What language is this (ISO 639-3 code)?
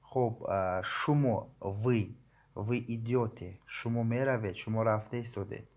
tgk